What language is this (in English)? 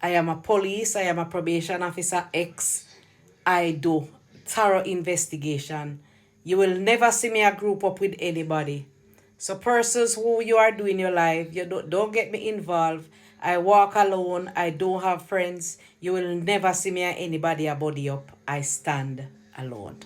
Jamaican Creole English